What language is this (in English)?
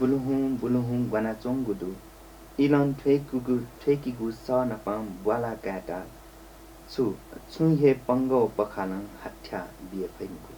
Newari